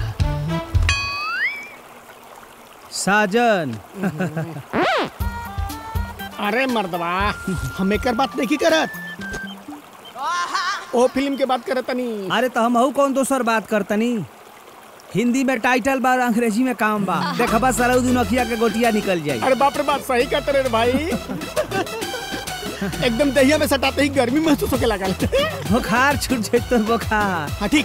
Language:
Bhojpuri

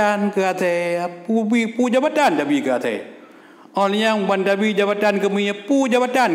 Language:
Achinese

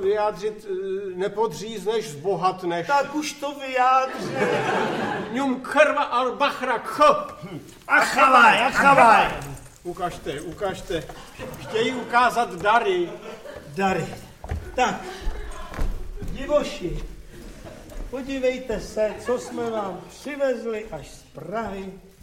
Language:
Czech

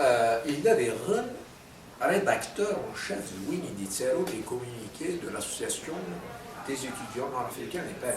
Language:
Kabyle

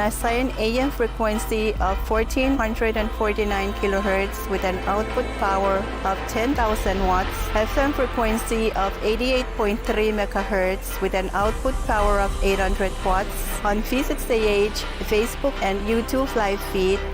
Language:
Pohnpeian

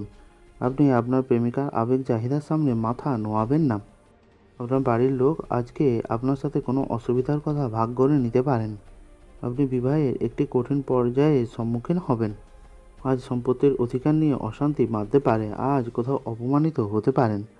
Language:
Bangla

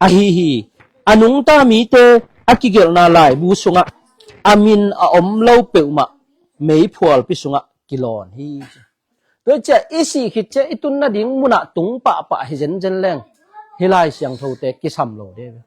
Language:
Tedim Chin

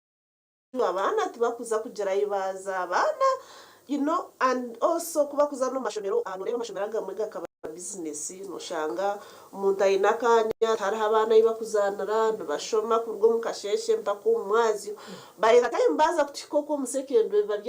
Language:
Nyankole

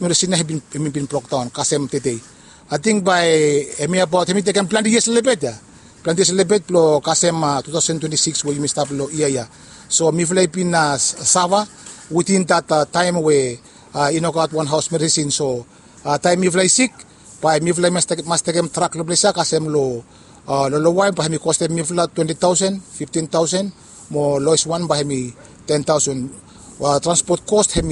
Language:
Bislama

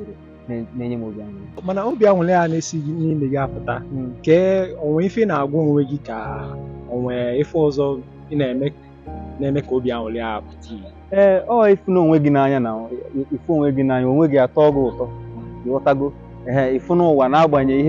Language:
Igbo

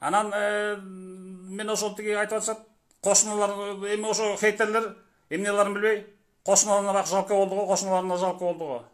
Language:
Kyrgyz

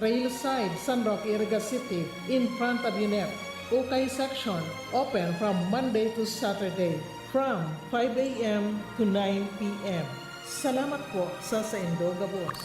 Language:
Bikol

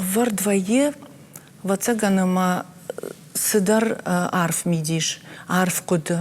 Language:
Ossetic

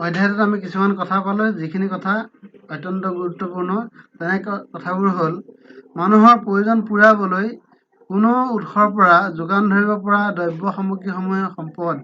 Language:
Assamese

